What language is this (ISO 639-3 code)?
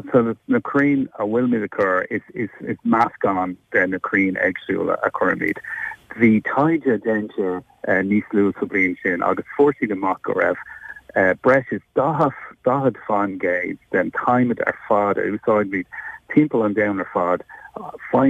gle